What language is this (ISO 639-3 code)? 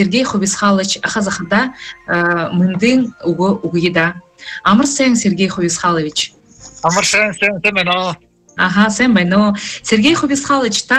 bua